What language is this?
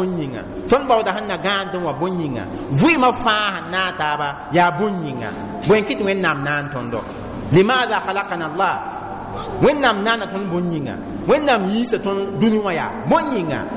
Mossi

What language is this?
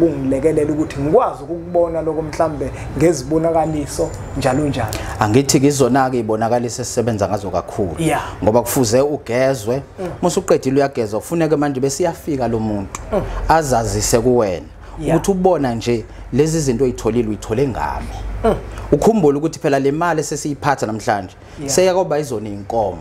Zulu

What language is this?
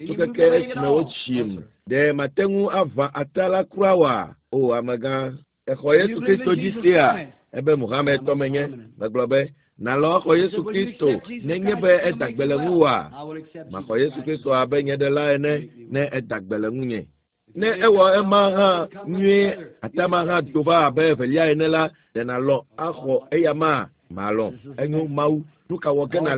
Ewe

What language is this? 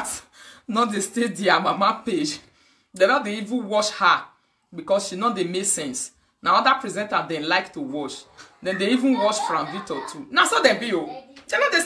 Nigerian Pidgin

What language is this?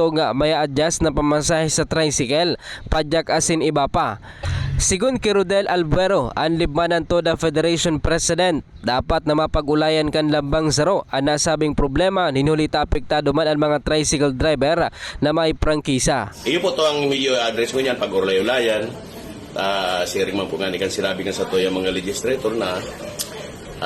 Bikol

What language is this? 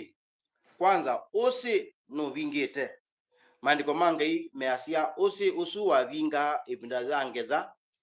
Kamba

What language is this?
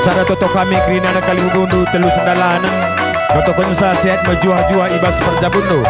Batak Karo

